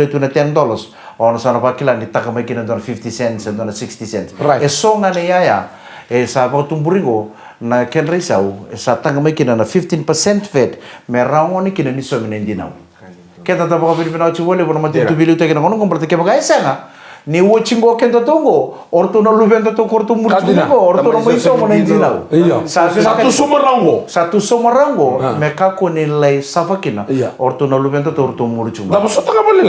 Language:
Fijian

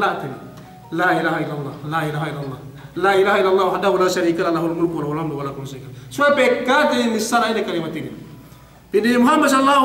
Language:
Yakan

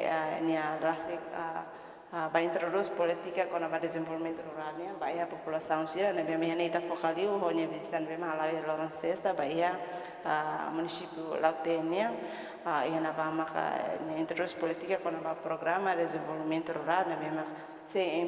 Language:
Tetum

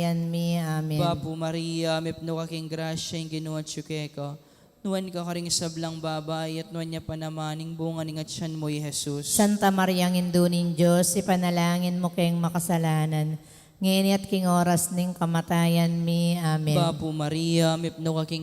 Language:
Pampanga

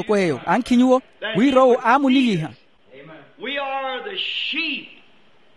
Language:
Makhuwa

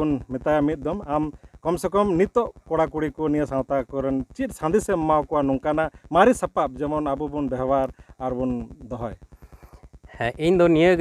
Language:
Santali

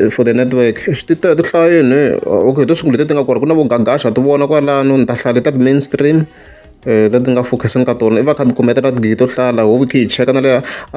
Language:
Tsonga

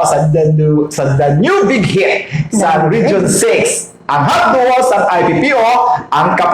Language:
Hiligaynon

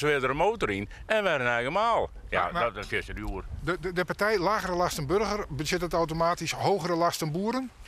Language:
Western Frisian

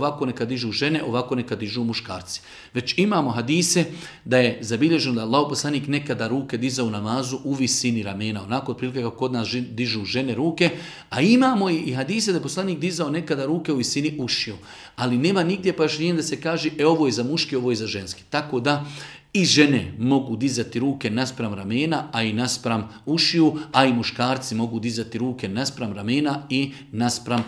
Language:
Bosnian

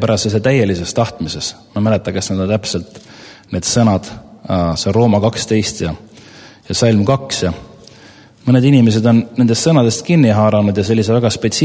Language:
Estonian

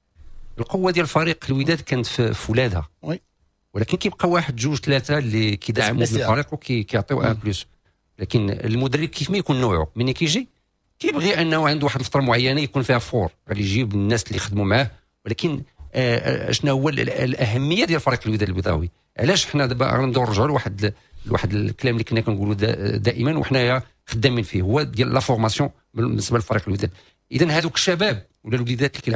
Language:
Moroccan Arabic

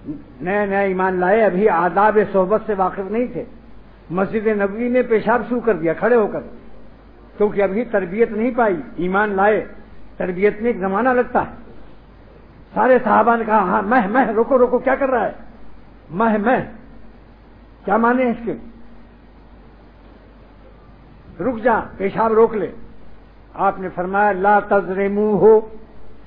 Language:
Urdu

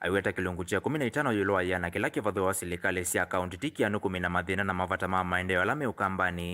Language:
Kamba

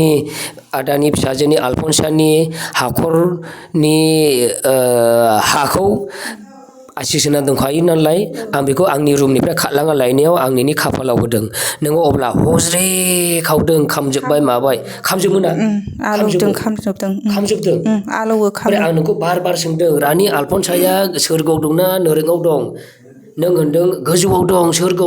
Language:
Bodo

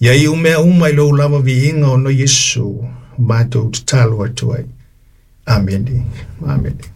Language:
Samoan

